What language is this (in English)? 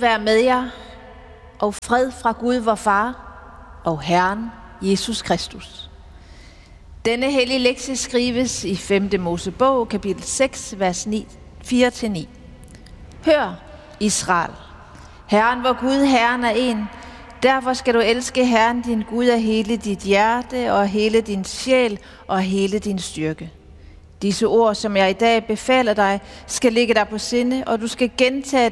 Danish